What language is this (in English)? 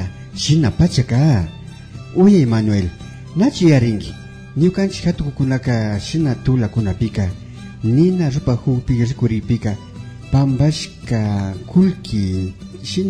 Imbabura Highland Quichua